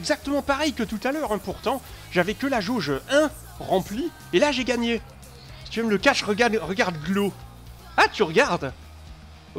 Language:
French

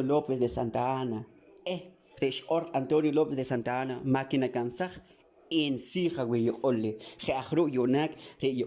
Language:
Poqomchi'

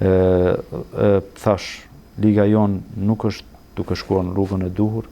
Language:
Albanian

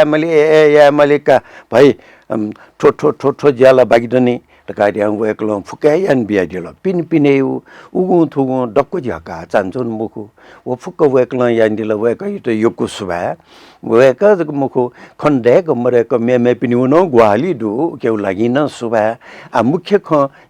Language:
Newari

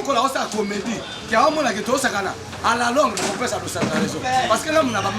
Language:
Lingala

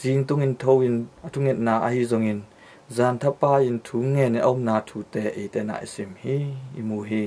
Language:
Tedim Chin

